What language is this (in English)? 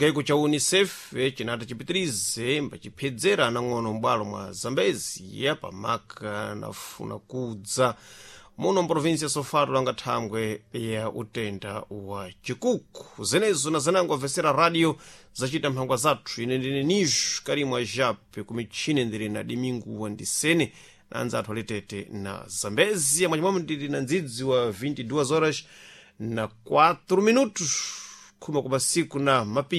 Sena